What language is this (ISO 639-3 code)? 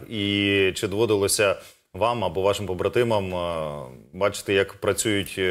ukr